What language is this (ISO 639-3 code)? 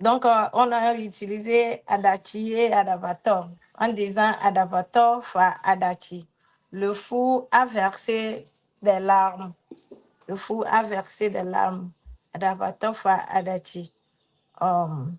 ewe